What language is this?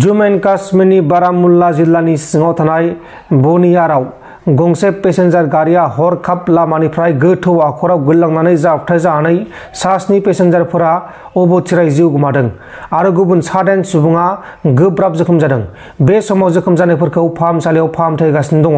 Bodo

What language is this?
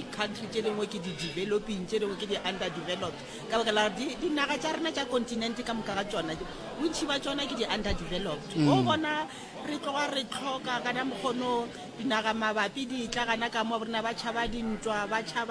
Northern Sotho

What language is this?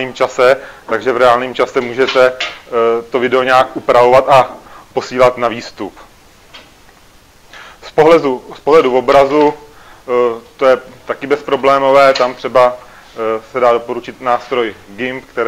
Czech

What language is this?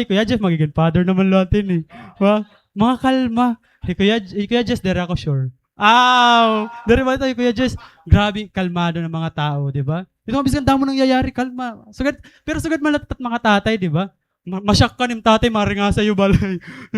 Waray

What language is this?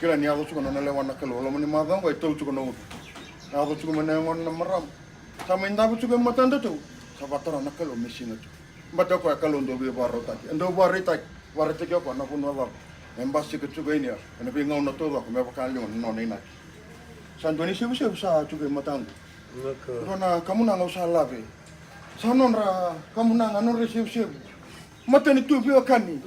Fijian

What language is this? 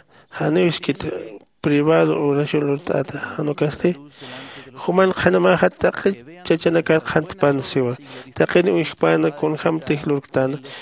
Aymara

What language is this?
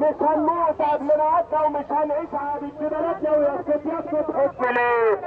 Egyptian Arabic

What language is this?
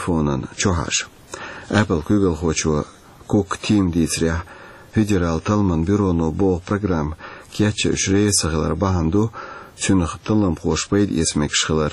Chechen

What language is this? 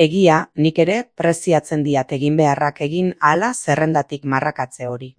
Basque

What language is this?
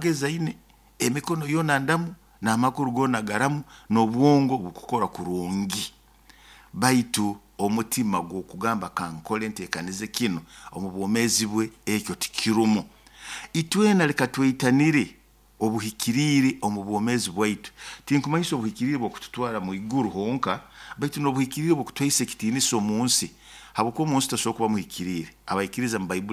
Nyoro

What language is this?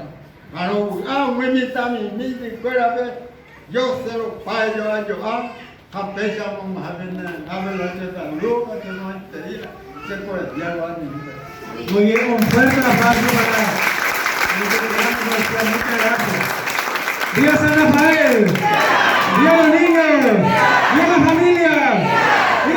Guarani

